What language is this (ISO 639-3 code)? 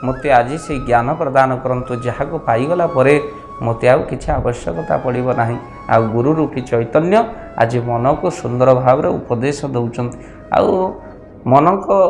ori